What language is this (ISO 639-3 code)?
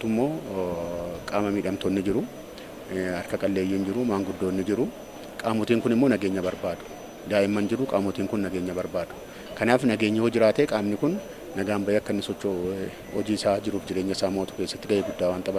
orm